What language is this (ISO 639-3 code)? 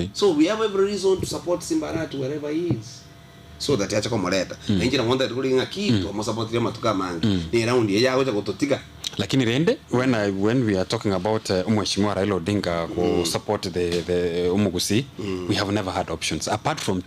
guz